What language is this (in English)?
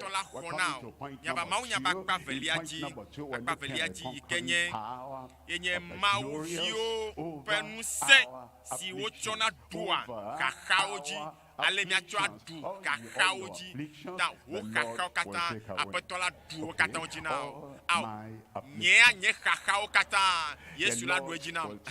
Ewe